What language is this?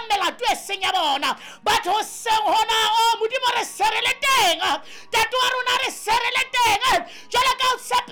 Southern Sotho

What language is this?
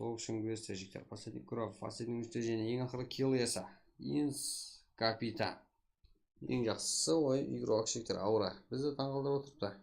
Kara-Kalpak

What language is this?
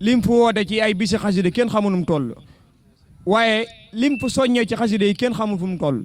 Wolof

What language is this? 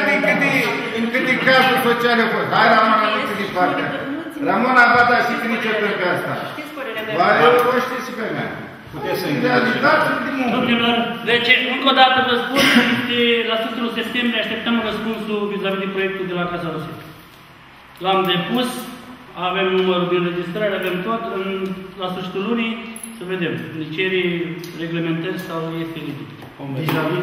Romanian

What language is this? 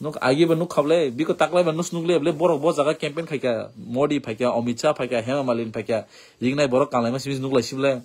Kok Borok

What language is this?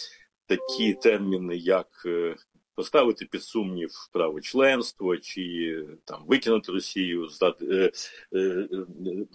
Ukrainian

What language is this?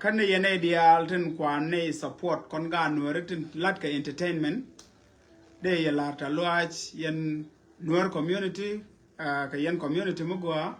Nuer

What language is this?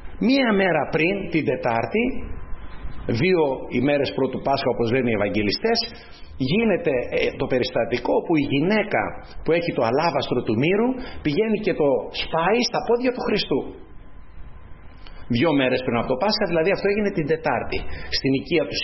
Greek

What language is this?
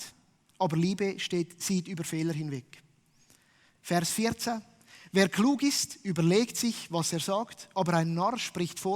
Swiss German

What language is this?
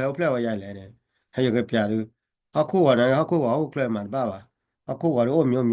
S'gaw Karen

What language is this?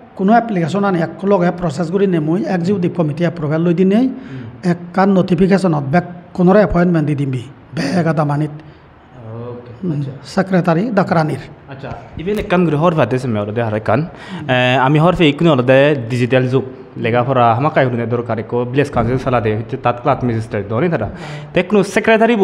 Chakma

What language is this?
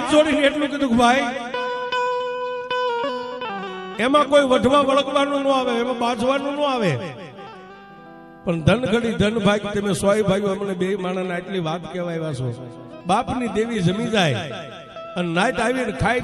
Gujarati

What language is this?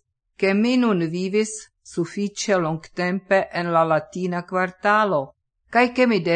Esperanto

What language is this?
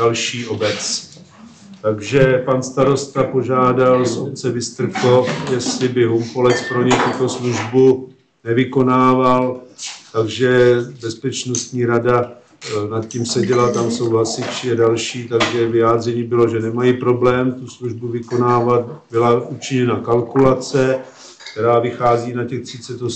Czech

